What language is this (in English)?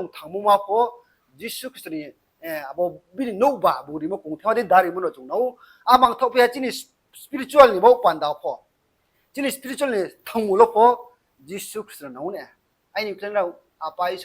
Riang (India)